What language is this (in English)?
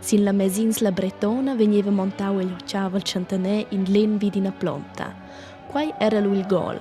Romansh